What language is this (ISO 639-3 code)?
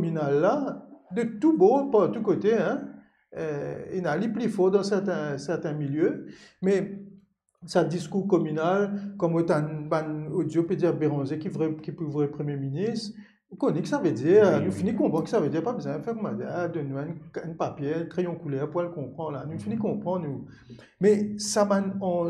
mfe